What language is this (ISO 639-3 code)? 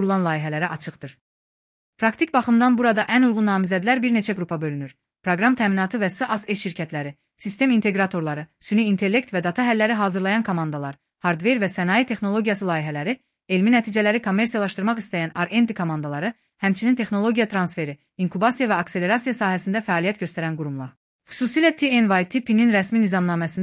aze